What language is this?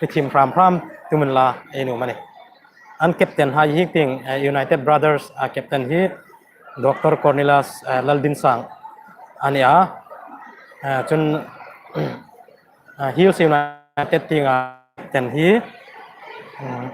Hmar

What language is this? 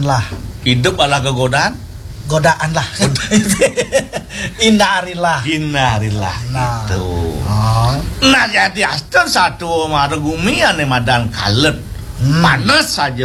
Balinese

